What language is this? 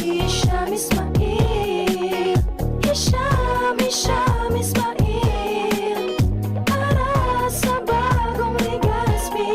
Bikol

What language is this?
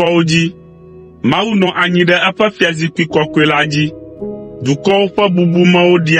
Ewe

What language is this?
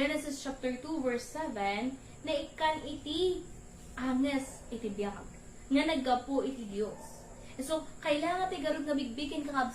Iloko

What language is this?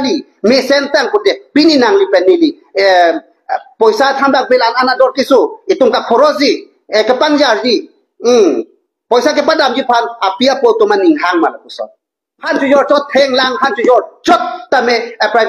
Karbi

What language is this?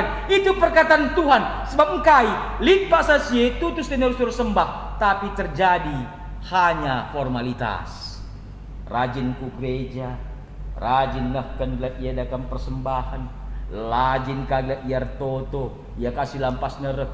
Batak Karo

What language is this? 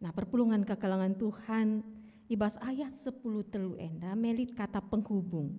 Batak Karo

